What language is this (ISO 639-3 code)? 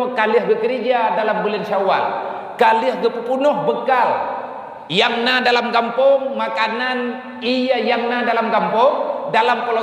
ace